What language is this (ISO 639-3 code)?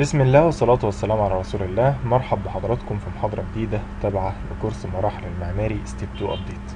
arz